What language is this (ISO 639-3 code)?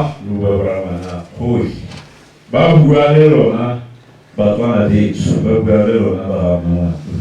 tsn